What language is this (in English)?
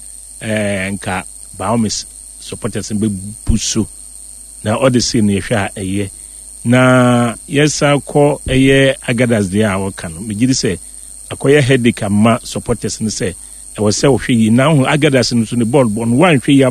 Akan